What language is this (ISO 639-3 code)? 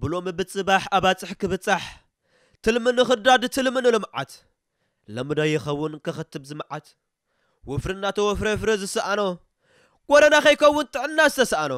tir